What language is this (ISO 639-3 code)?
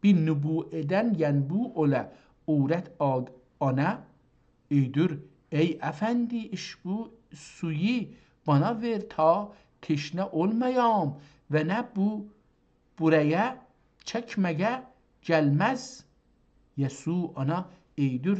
azb